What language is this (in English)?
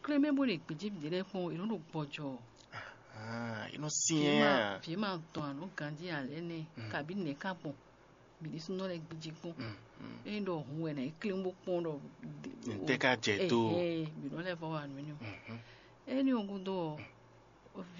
Fon